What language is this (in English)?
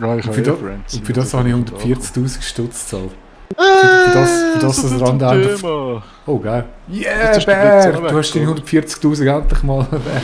Swiss German